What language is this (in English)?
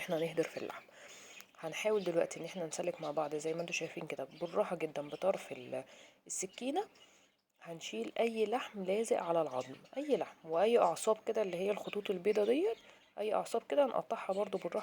Egyptian Arabic